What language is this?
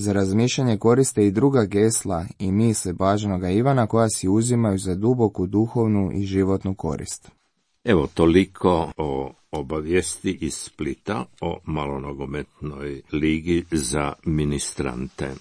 Croatian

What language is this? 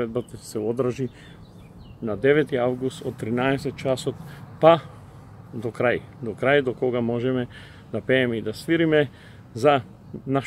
Macedonian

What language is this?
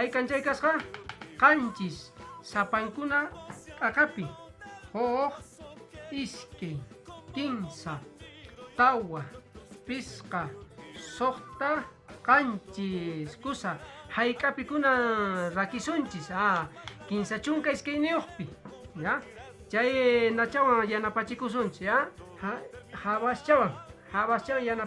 Quechua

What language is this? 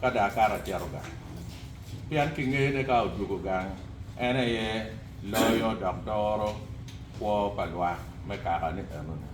Acoli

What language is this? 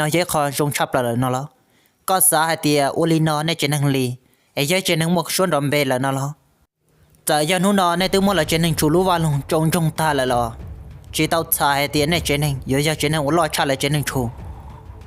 Hmong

